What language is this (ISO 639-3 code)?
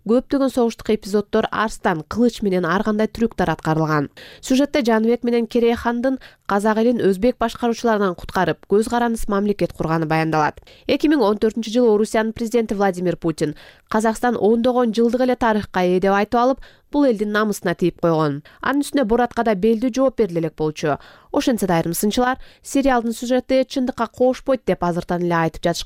kir